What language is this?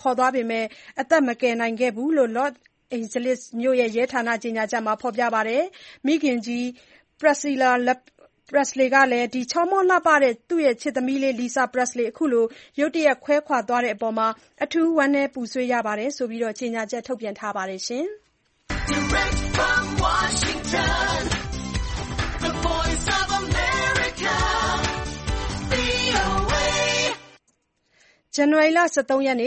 Burmese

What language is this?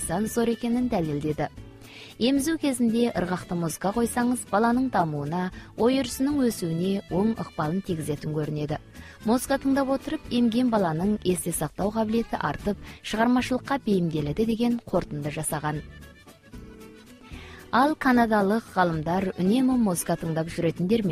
Kazakh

